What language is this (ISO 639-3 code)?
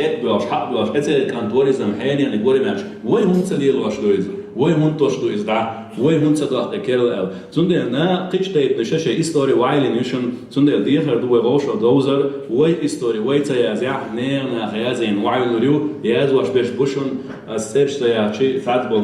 che